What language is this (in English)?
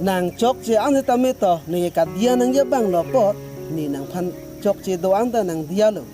Karbi